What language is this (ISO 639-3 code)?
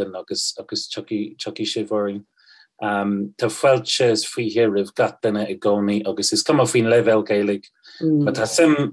gle